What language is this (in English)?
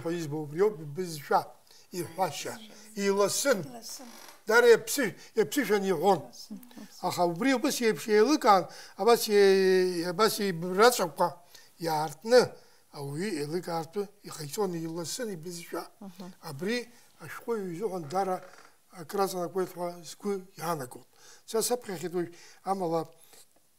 Abkhazian